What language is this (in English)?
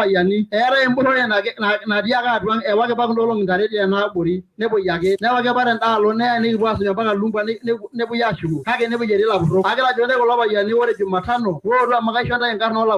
Masai